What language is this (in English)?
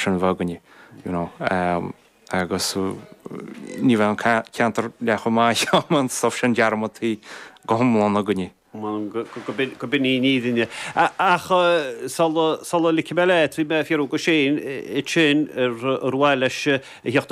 Irish